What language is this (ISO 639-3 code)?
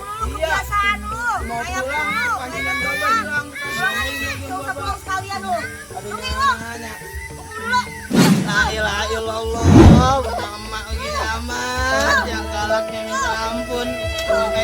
bew